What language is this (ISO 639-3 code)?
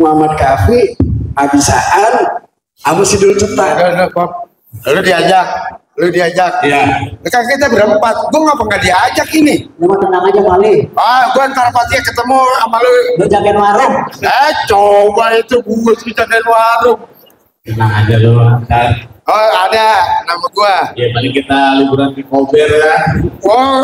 bew